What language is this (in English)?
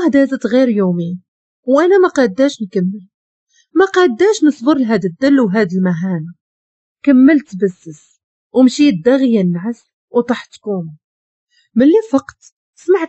Moroccan Arabic